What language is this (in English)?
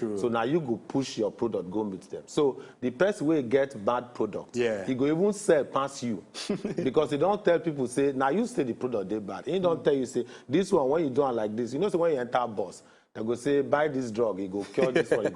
Nigerian Pidgin